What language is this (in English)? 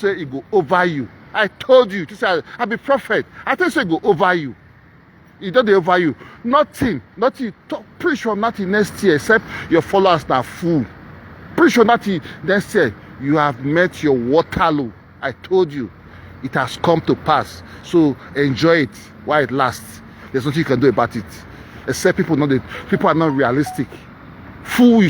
Nigerian Pidgin